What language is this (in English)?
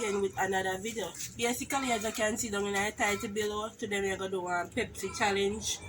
Jamaican Creole English